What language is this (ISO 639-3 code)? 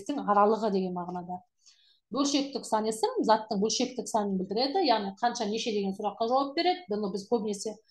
kaz